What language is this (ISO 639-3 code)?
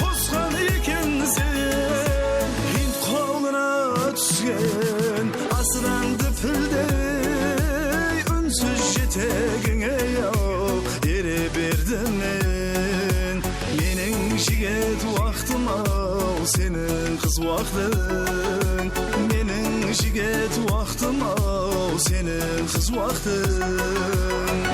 kaa